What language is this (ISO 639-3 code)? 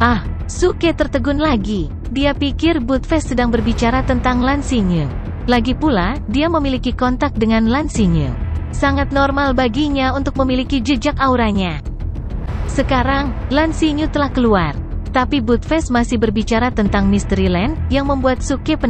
ind